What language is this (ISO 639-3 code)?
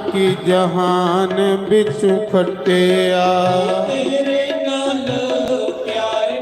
doi